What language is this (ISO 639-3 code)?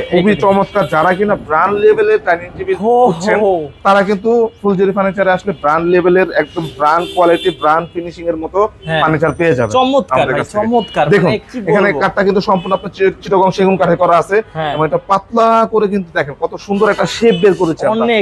ben